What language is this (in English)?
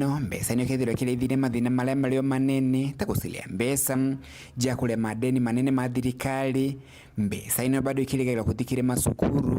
Meru